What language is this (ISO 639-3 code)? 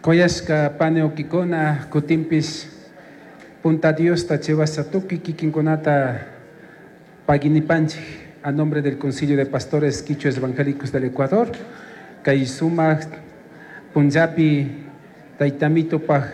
qug